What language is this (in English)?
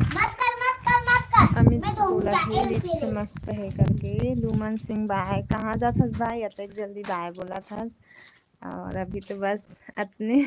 Chhattisgarhi